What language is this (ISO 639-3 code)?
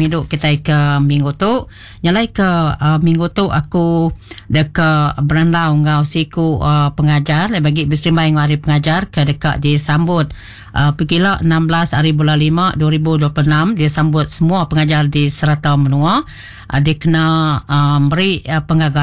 iba